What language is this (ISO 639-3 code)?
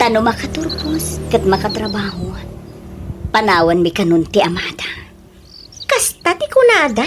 ilo